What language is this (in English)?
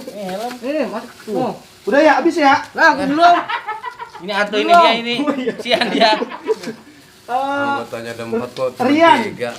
Betawi